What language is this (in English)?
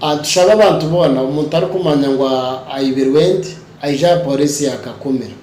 Nyoro